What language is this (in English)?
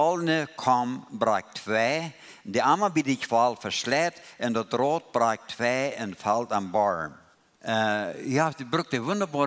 Plautdietsch